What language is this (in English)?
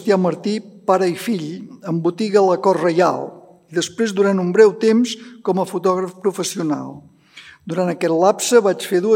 Catalan